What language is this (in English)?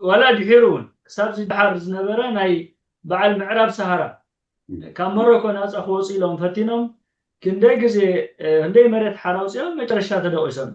Tigrinya